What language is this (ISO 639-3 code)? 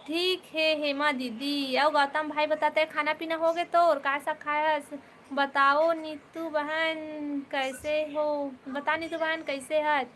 hne